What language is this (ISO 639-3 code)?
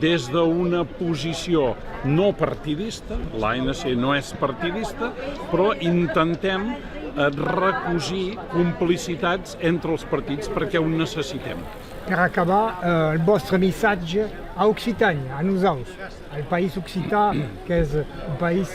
oci